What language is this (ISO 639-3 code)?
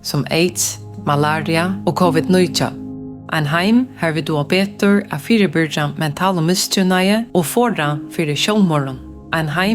fao